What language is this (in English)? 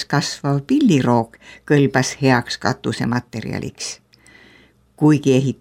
Estonian